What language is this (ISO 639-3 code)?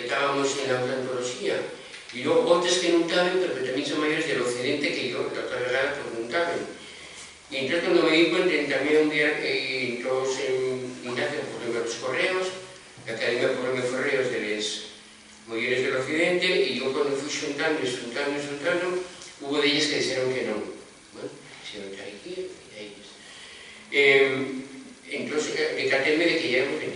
ast